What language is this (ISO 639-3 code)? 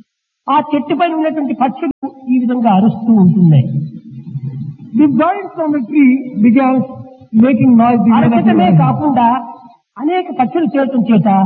tel